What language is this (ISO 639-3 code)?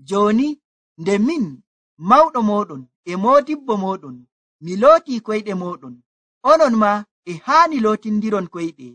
fuv